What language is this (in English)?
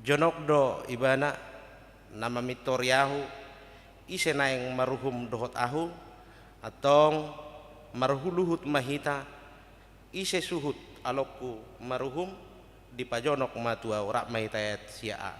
Batak Toba